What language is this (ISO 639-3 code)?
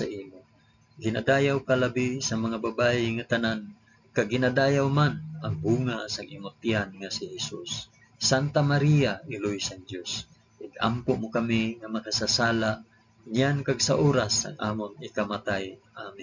hil